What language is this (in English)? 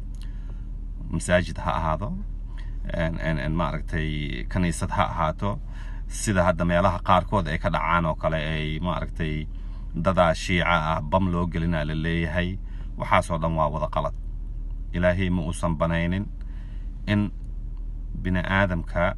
Somali